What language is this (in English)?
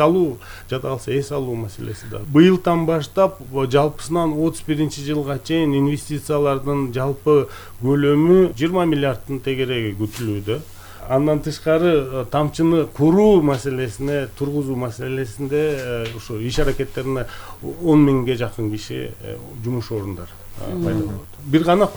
Kyrgyz